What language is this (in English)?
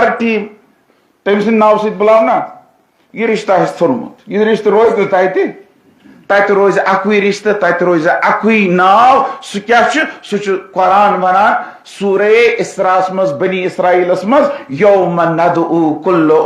Kashmiri